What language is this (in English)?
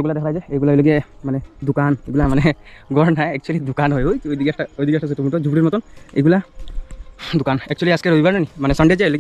Sylheti